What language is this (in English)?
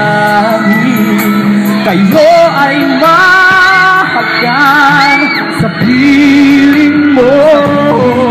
Filipino